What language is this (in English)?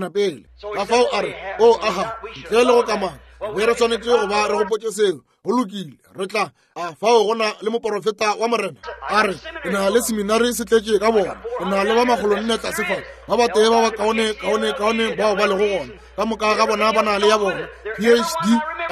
Northern Sotho